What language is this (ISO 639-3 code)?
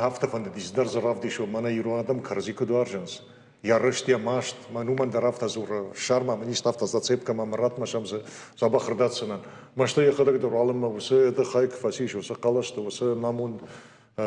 oss